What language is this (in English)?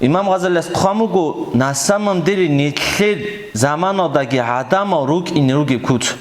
Avaric